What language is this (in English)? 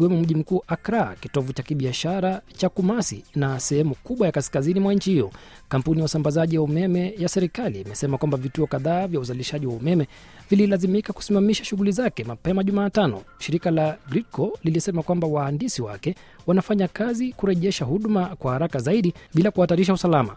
Swahili